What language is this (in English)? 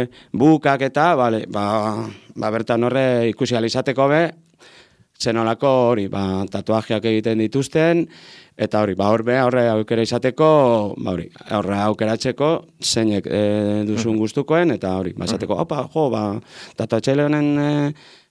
Basque